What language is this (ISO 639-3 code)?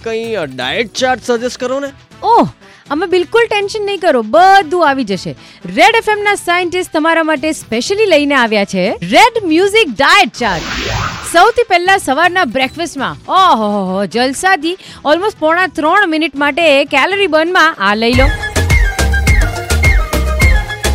guj